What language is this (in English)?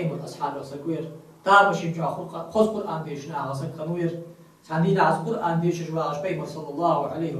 Ingush